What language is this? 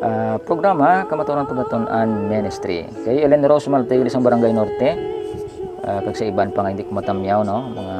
Hiligaynon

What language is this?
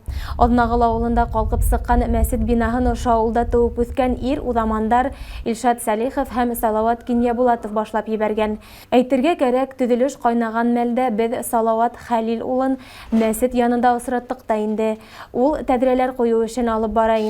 Bashkir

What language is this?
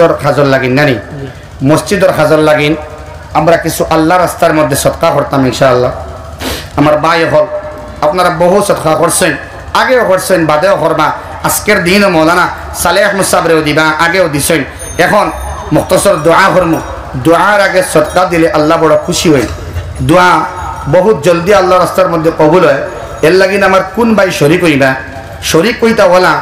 Sylheti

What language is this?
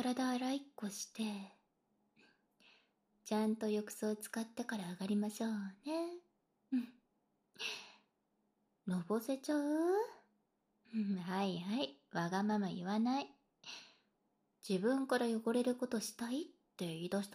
Japanese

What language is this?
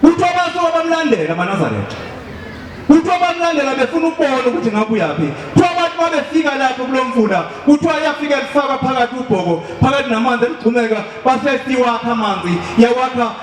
Zulu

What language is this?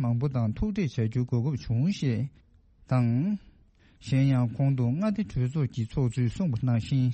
Tibetan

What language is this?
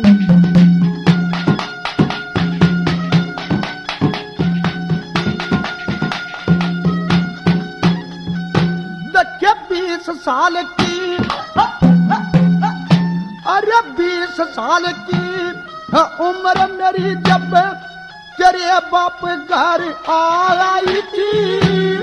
Hindi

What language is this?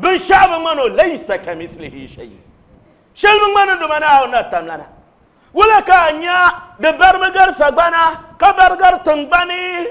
Dagbani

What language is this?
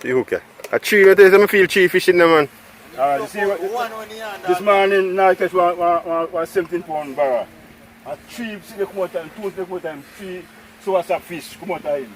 Jamaican Creole English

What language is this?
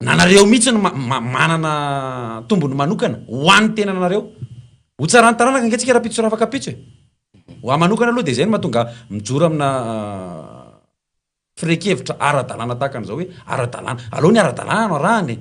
Malagasy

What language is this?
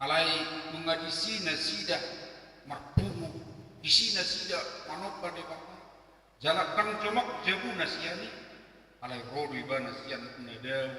Batak Toba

